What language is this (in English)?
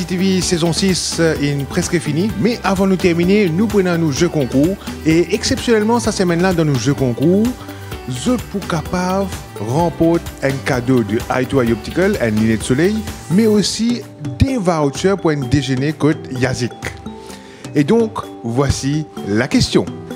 Morisyen